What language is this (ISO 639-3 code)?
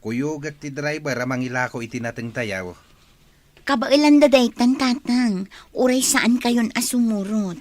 ilo